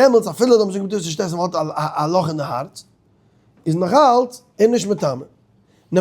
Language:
Yiddish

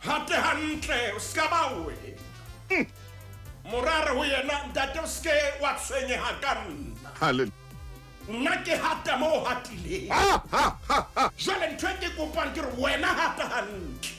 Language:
Southern Sotho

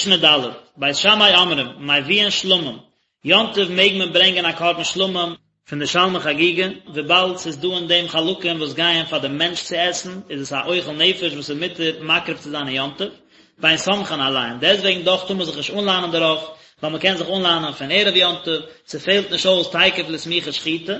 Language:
Yiddish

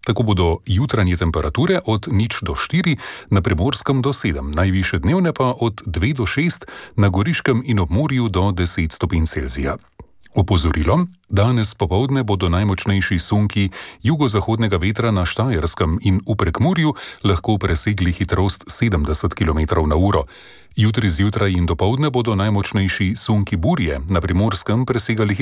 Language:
Slovenian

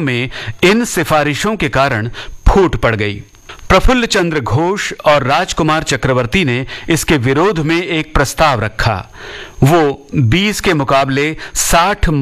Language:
Hindi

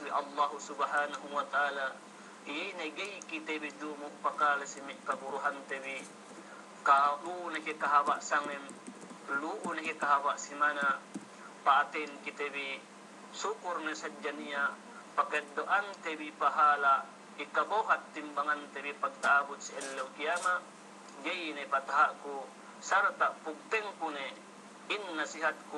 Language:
Yakan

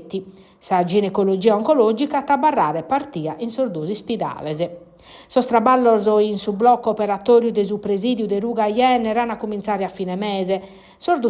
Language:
Sardinian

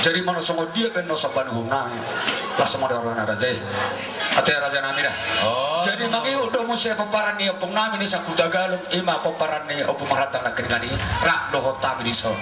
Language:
Batak Toba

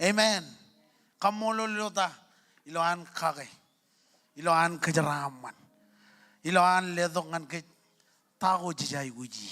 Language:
Marshallese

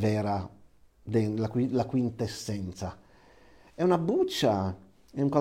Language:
Italian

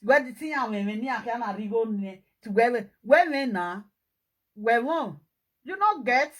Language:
Nigerian Pidgin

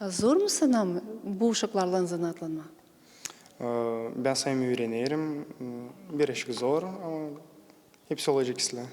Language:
Gagauz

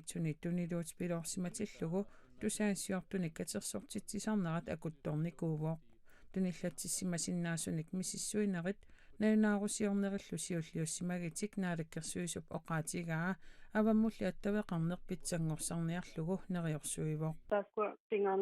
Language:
Kalaallisut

